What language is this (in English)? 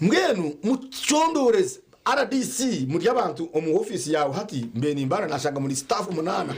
Nyankole